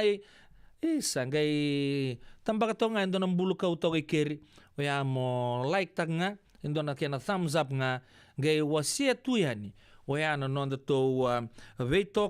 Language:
Fijian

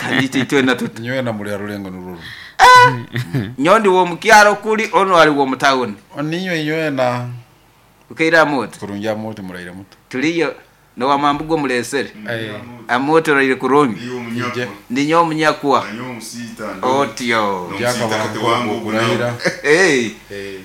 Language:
Nyoro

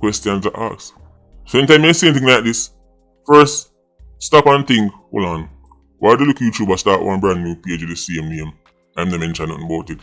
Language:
Jamaican Creole English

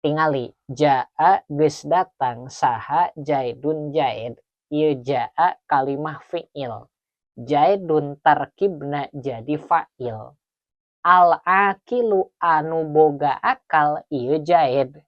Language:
Sundanese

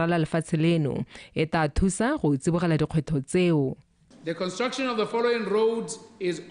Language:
Tswana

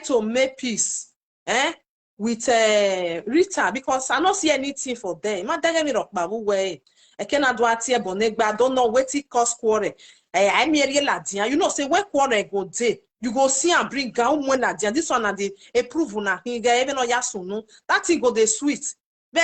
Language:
Nigerian Pidgin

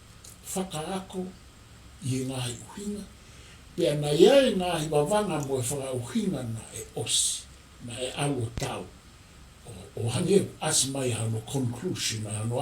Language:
Tongan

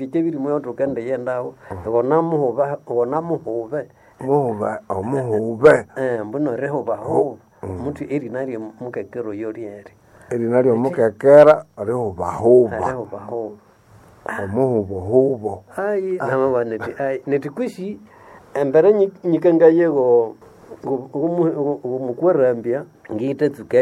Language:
Nande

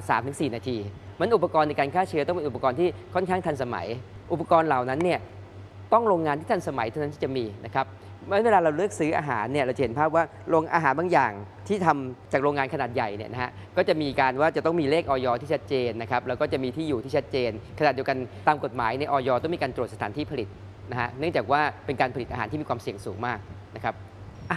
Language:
Thai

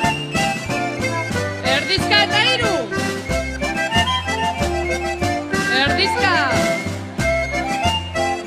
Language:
Basque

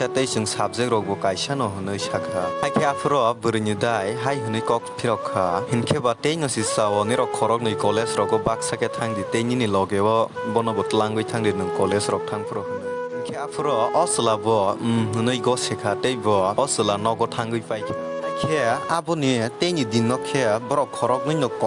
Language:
Kok Borok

